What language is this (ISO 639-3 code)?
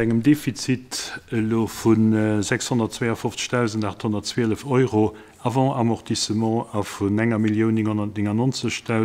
ltz